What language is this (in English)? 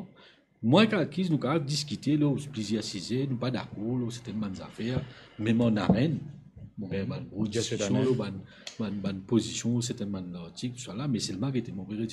Morisyen